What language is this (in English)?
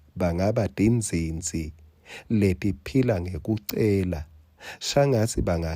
Swati